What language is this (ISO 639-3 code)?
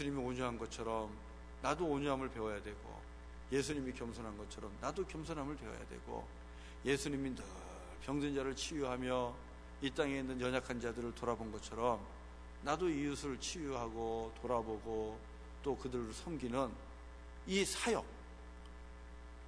kor